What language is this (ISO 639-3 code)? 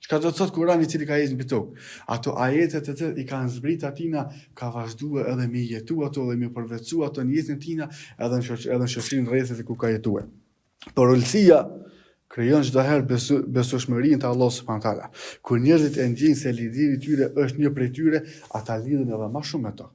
sqi